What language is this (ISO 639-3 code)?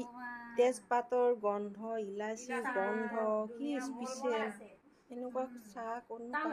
asm